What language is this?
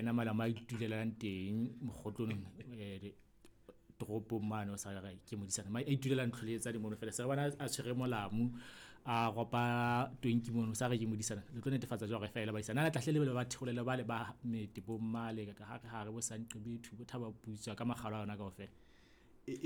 Southern Sotho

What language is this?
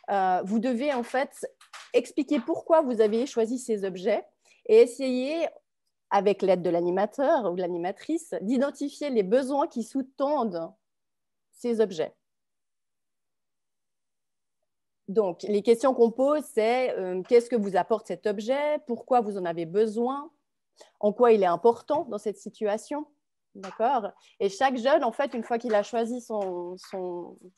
French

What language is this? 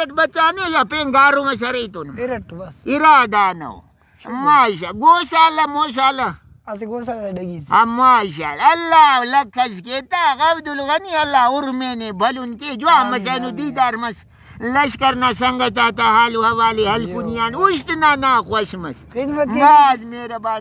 Brahui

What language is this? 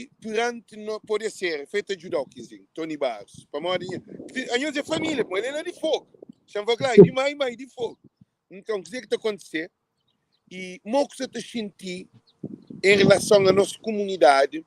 Kabuverdianu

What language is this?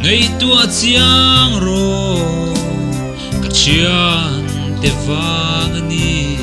Mizo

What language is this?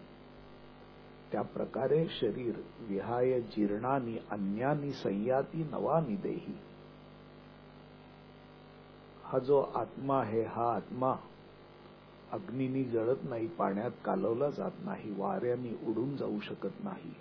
Marathi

